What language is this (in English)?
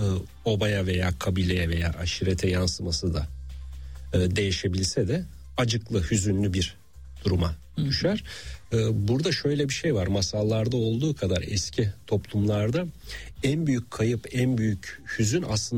Turkish